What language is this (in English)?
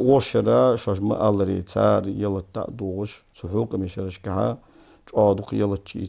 Ingush